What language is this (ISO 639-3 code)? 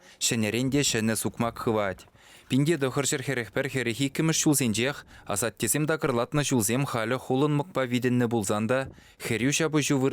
chv